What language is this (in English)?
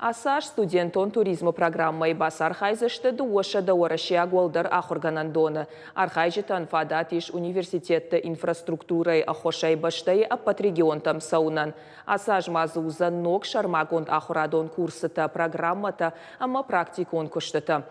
Ossetic